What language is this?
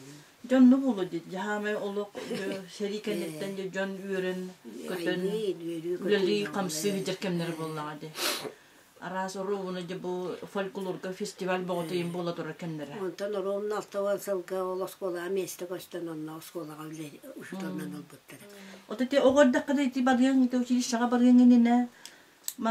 Yakut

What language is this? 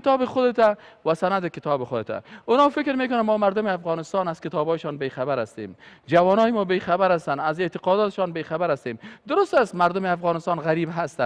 Persian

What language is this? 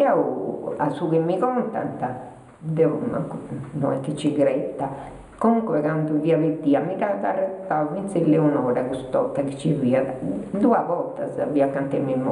Sardinian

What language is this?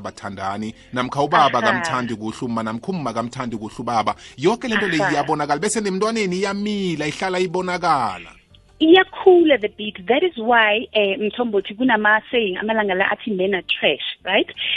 South Ndebele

